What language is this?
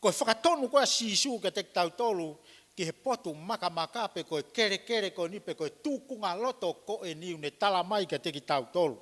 Tongan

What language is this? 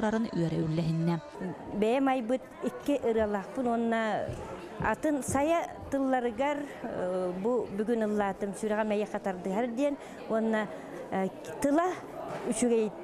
Yakut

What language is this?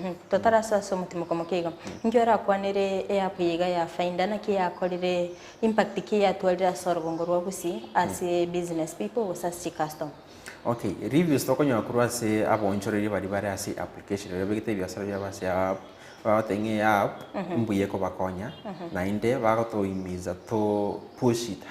Gusii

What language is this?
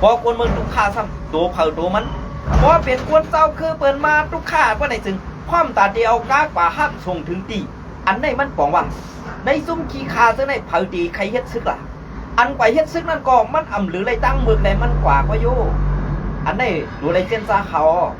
Shan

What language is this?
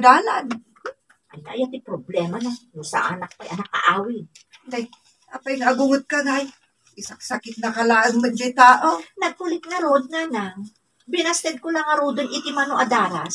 Iloko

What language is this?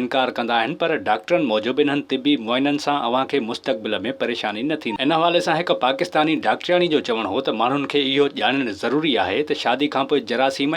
Sindhi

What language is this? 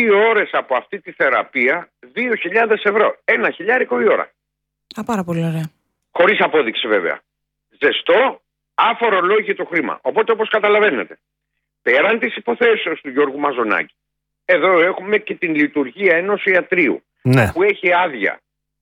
Greek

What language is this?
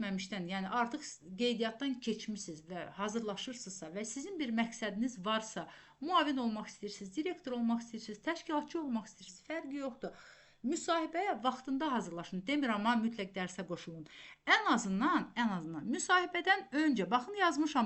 Azerbaijani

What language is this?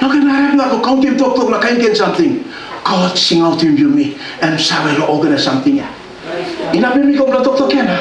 Tok Pisin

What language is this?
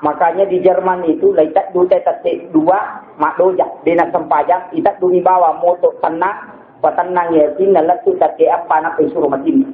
Buginese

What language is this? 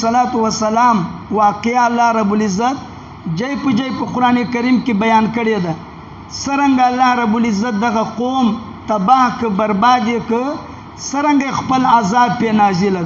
Pashto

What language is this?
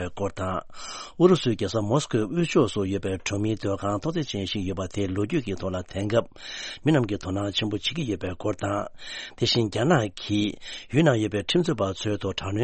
Tibetan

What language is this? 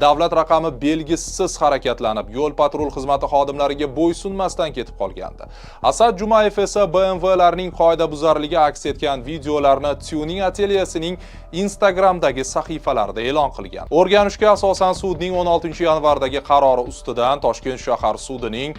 Uzbek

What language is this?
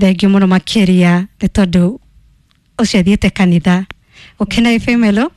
Kikuyu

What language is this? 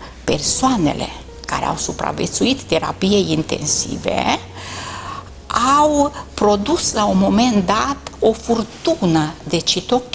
Romanian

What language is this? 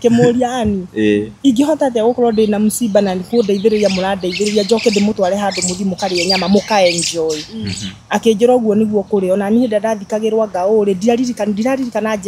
Kikuyu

